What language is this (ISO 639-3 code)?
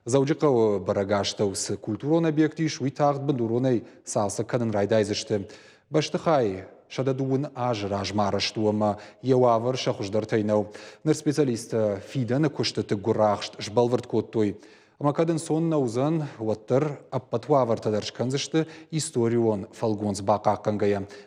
oss